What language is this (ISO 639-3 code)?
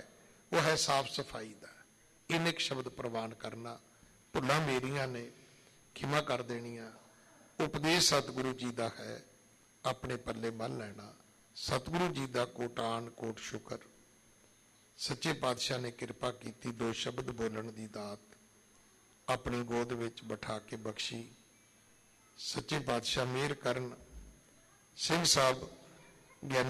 pan